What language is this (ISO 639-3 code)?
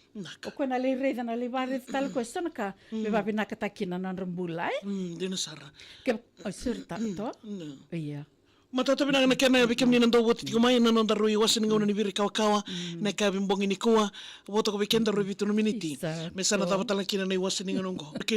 fij